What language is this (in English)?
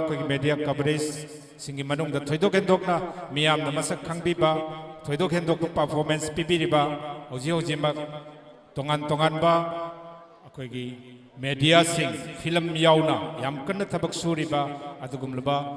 Manipuri